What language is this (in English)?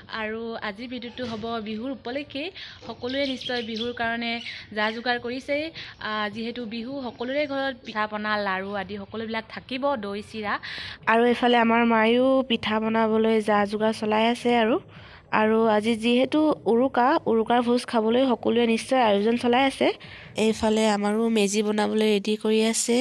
Assamese